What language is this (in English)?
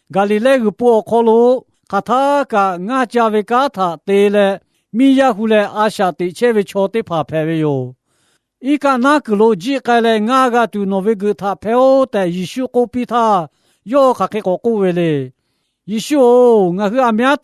Lahu